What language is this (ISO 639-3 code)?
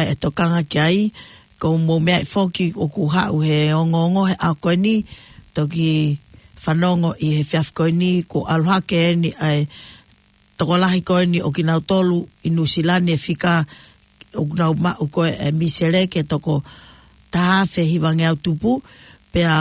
ton